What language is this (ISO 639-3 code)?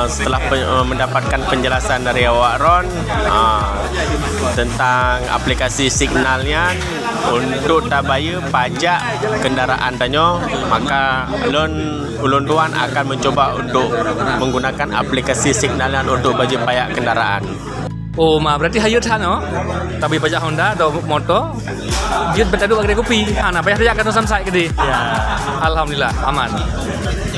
ace